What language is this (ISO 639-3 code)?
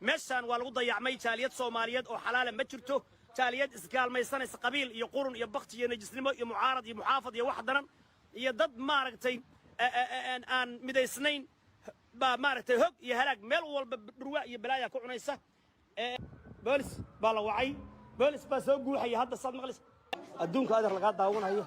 som